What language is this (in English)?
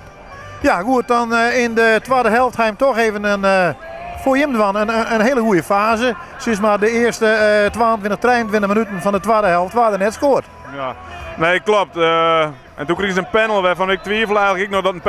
Western Frisian